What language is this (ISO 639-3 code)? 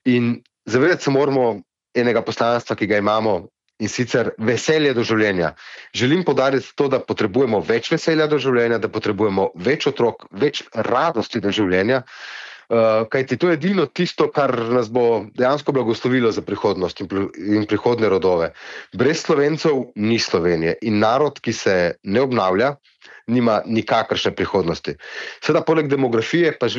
slv